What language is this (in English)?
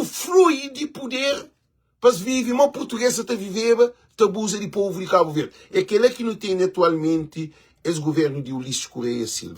Kabuverdianu